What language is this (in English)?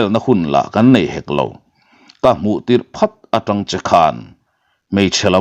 Mizo